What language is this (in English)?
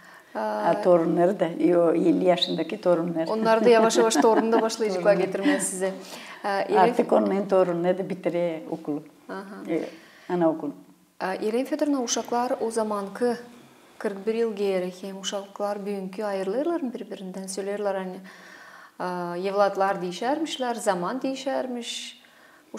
Gagauz